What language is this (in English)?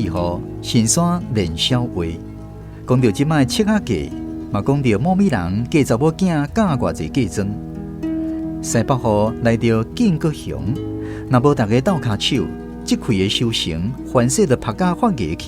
Min Nan Chinese